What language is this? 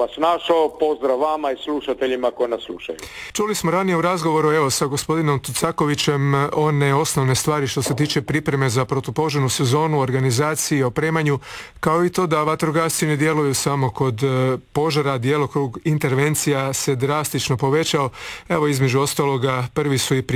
Croatian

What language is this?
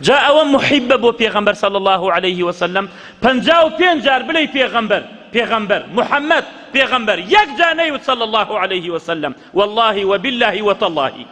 Central Kurdish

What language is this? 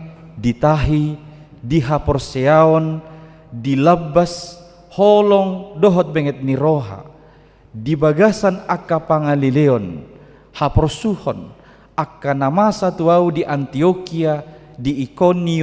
Batak Toba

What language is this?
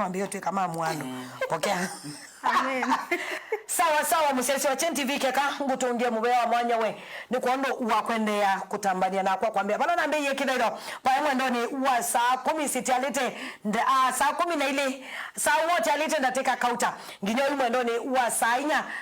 Kamba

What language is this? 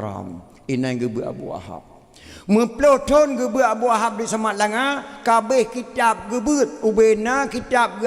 Achinese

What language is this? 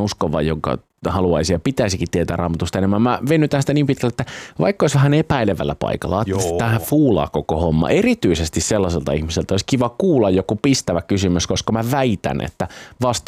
Finnish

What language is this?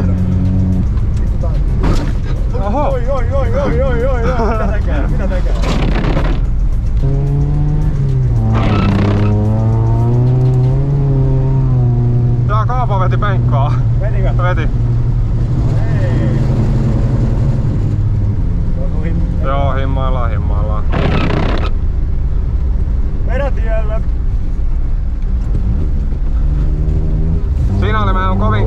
Finnish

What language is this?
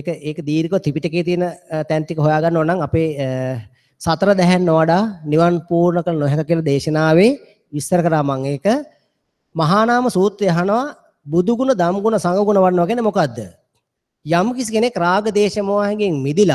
Sinhala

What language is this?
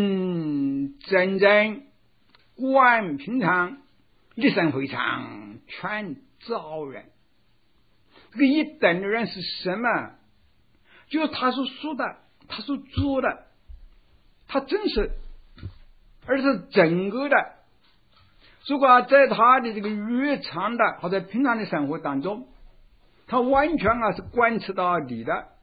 Chinese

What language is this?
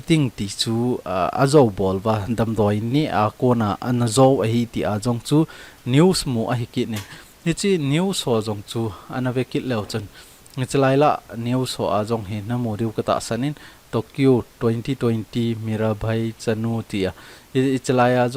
Thado Chin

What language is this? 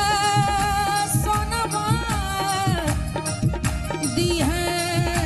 Bhojpuri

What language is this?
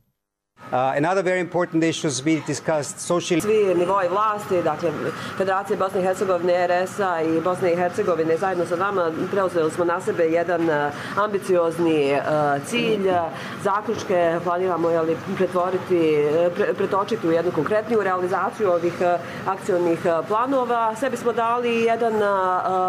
Bosnian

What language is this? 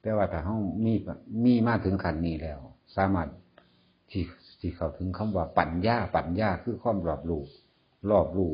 Lao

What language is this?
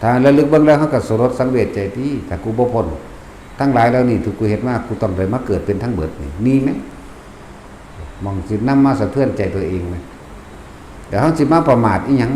Northeastern Thai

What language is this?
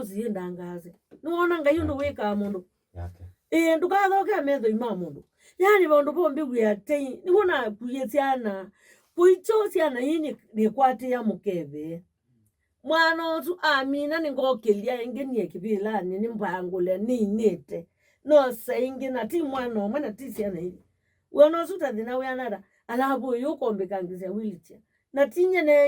Kamba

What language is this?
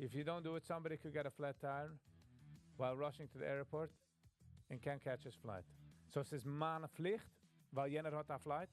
Yiddish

